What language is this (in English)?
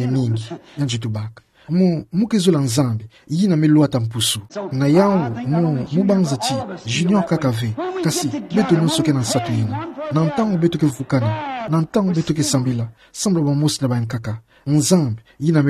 Kituba (Democratic Republic of Congo)